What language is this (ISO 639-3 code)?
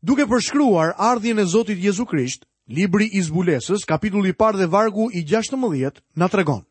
sqi